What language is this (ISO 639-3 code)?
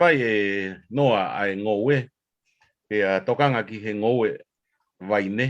ton